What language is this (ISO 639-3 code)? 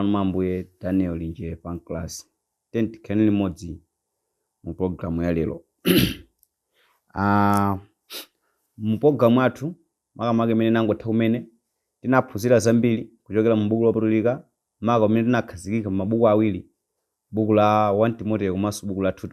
nya